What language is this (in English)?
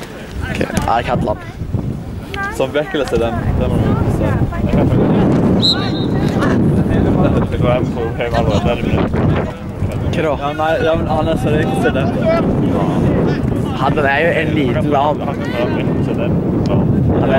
Norwegian